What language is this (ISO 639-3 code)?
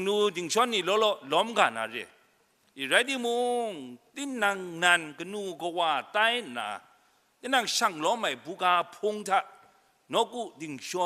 kac